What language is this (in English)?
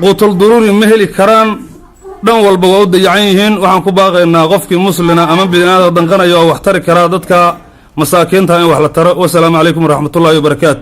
Somali